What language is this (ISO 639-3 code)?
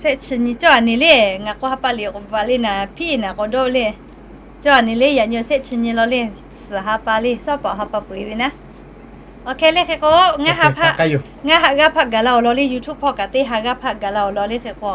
lhu